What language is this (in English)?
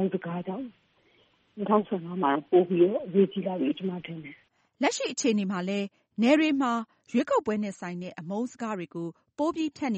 Burmese